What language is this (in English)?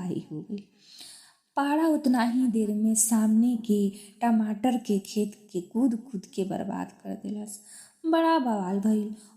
Bhojpuri